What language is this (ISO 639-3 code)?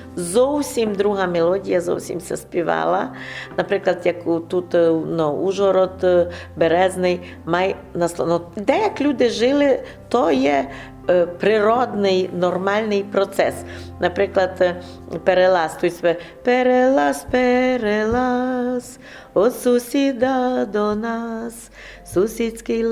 rue